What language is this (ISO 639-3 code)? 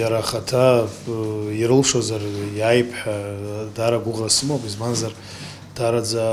abk